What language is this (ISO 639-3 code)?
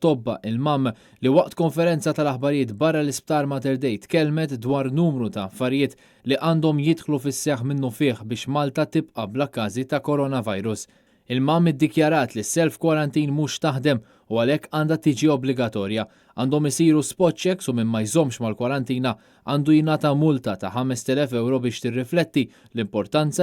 mlt